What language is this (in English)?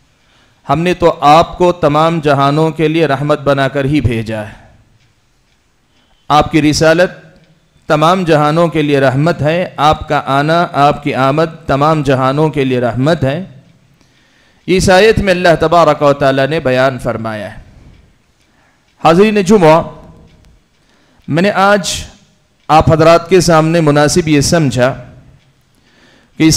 Urdu